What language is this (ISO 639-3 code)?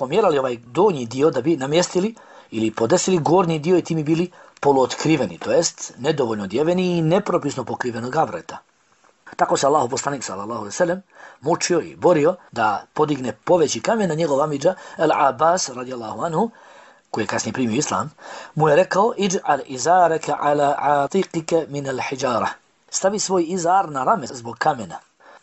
bos